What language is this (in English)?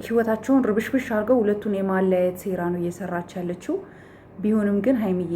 Amharic